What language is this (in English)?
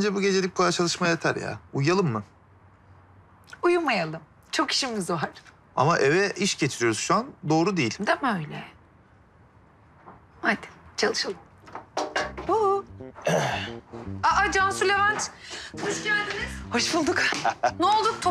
Turkish